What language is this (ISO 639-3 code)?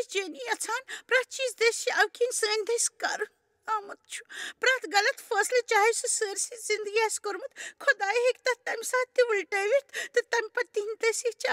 kas